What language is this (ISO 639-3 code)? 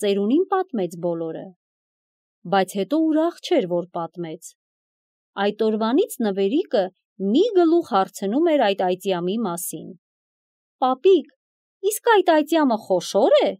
hye